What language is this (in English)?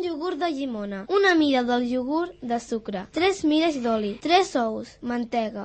Catalan